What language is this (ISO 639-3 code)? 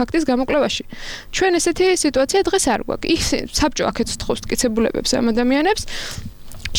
kat